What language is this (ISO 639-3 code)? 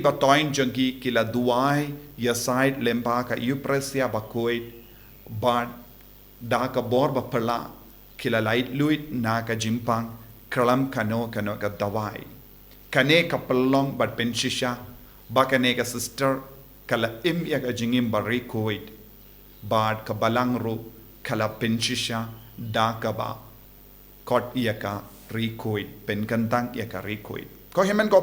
kha